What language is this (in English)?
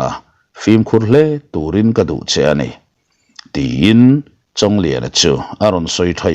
Mizo